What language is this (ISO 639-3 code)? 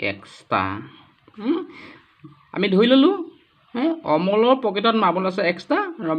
asm